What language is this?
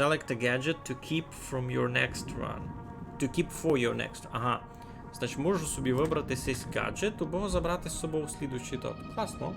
Rusyn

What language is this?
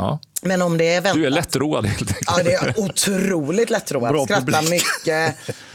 Swedish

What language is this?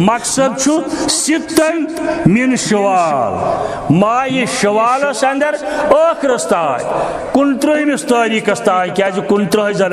Kashmiri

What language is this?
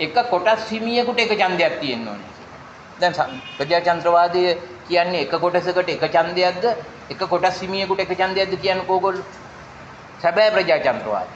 Sinhala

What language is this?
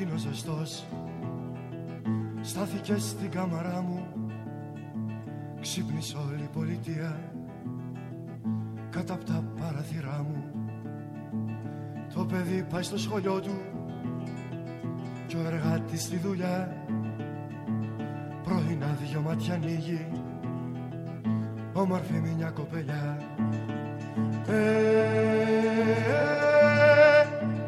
Greek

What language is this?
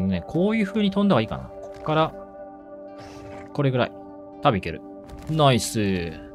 Japanese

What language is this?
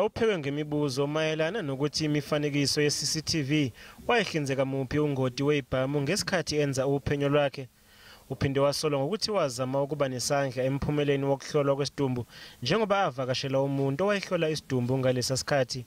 Zulu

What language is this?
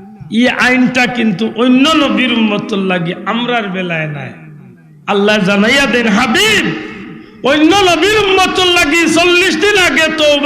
Sylheti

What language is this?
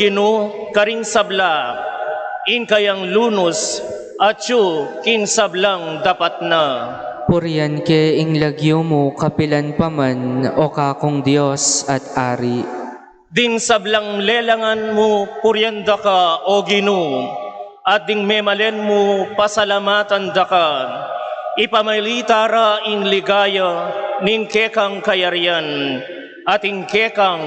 Pampanga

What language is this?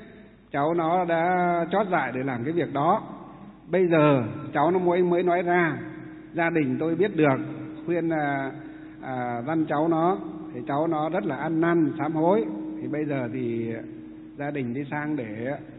Vietnamese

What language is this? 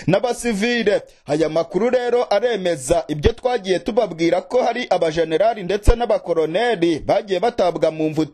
Kinyarwanda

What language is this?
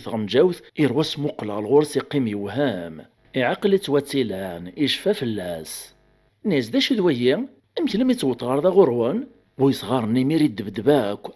Kabyle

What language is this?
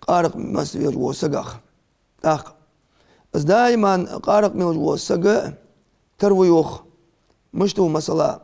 Ingush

